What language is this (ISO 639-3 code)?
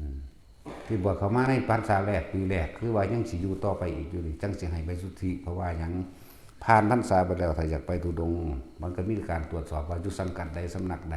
tts